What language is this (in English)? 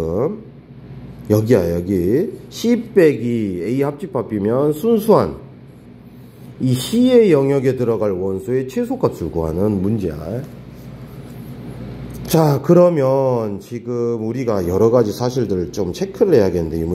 Korean